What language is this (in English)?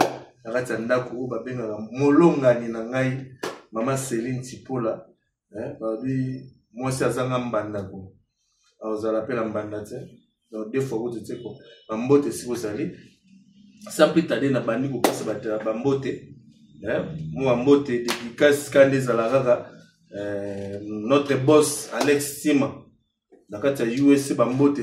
Lingala